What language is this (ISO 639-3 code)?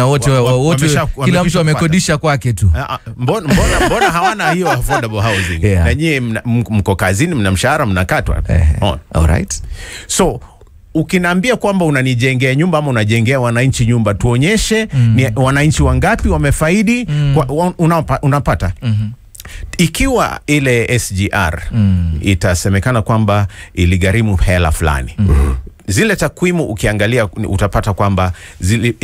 swa